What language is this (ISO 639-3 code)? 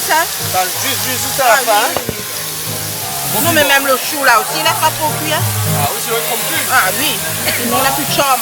rcf